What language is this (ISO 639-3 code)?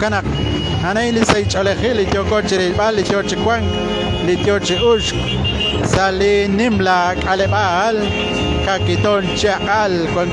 kek